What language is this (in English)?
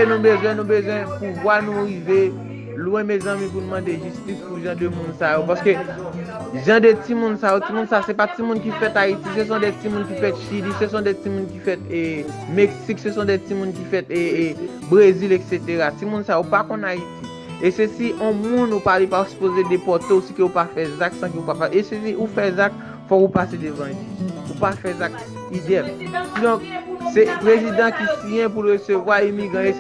Haitian Creole